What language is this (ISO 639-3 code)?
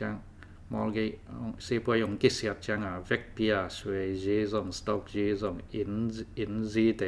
ctd